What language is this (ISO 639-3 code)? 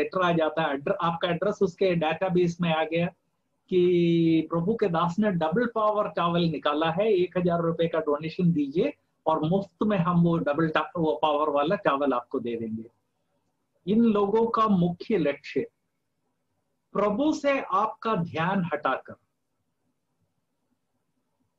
hin